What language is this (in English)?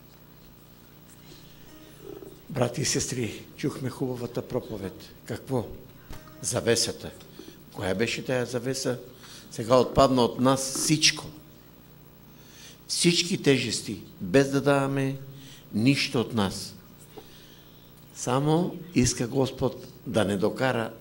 Bulgarian